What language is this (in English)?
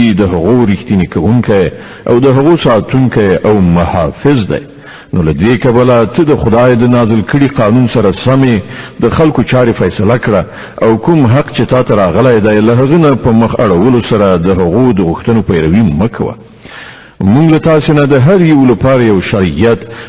Pashto